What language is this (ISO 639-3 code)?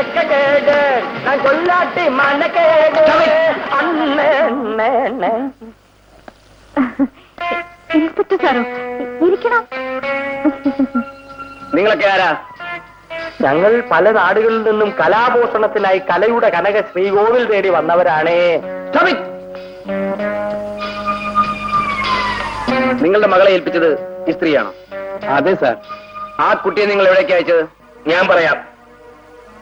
mal